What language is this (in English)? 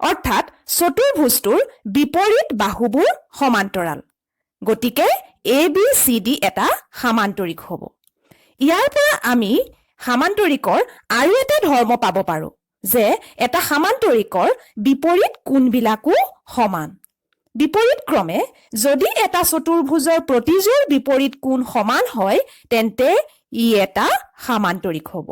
Assamese